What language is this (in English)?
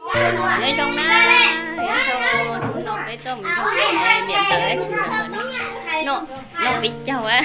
Hmong